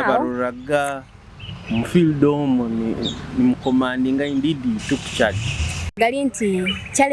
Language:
Nyoro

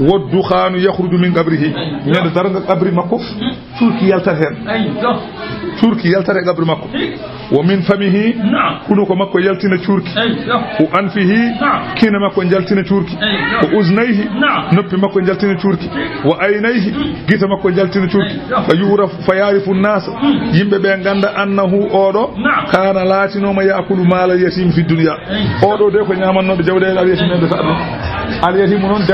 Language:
Fula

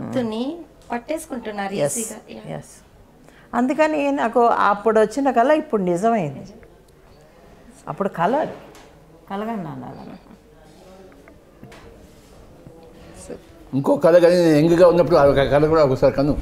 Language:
Telugu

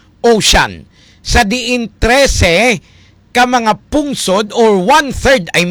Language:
Hiligaynon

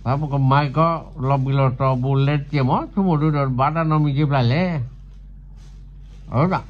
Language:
S'gaw Karen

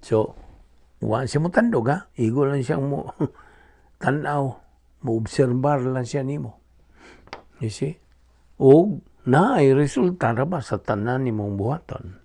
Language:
Cebuano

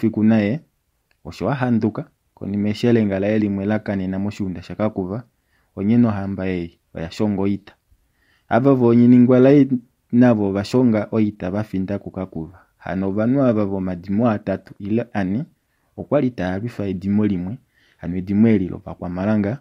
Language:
Kuanyama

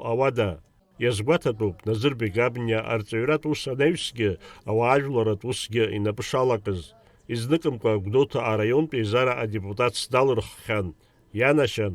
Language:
Abkhazian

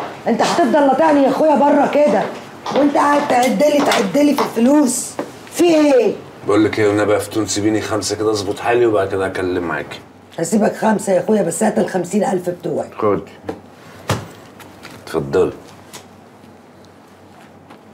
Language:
Egyptian Arabic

